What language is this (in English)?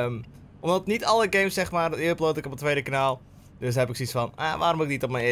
Dutch